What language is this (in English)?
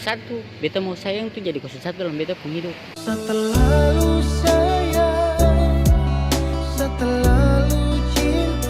Ambonese Malay